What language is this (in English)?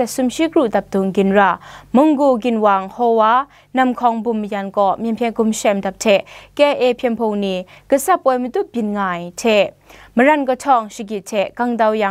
Kachin